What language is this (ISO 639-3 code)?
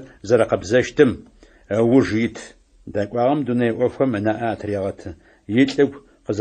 ady